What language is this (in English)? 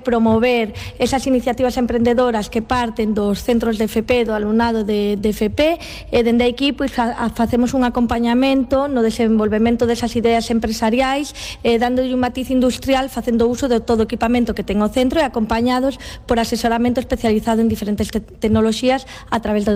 Galician